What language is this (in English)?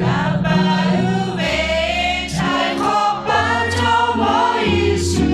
Lahu